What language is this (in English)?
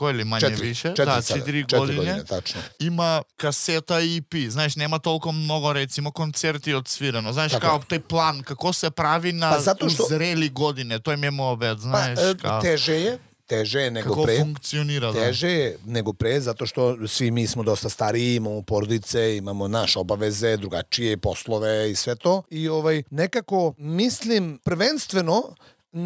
Serbian